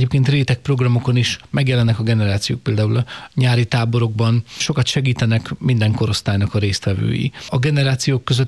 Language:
Hungarian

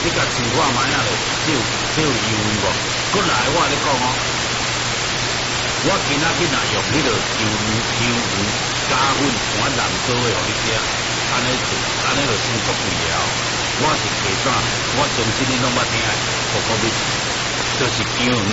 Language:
Min Nan Chinese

